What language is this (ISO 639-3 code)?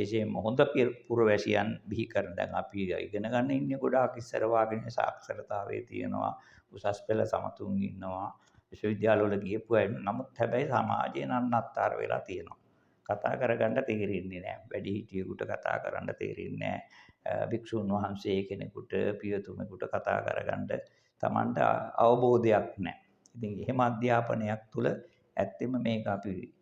sin